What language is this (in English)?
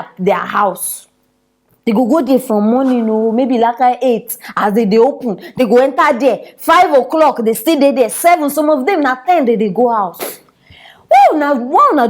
Nigerian Pidgin